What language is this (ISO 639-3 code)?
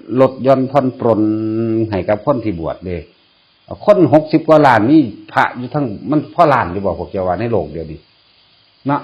tts